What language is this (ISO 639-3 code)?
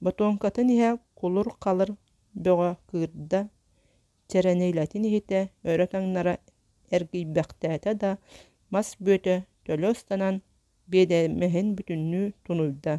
sah